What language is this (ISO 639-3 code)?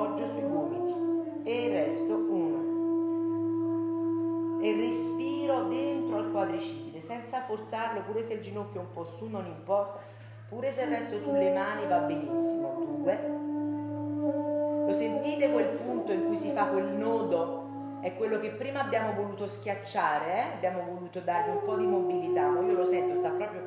ita